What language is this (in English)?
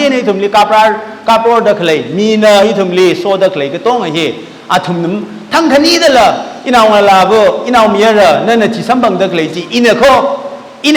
Tangkhul Naga (India)